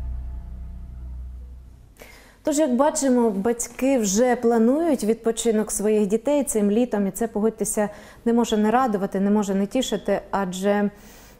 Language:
Ukrainian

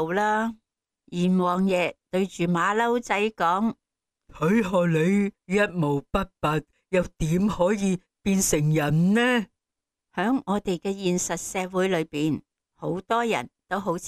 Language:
Cantonese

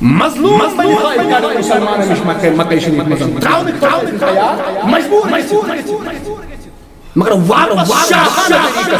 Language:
Kashmiri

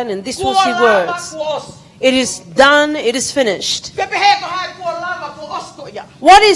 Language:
Tongan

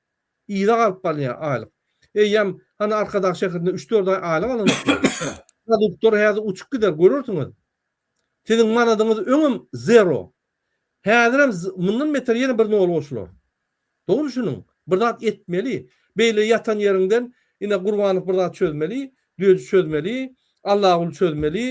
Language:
Turkmen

